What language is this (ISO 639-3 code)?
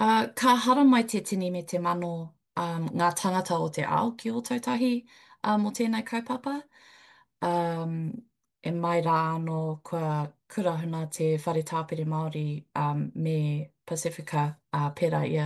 mri